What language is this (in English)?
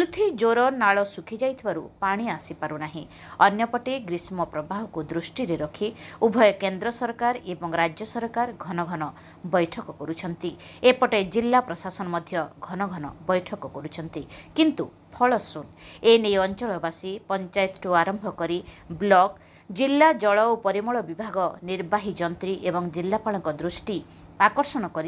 Odia